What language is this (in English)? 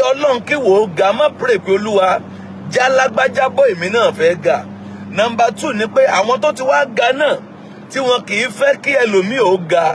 Yoruba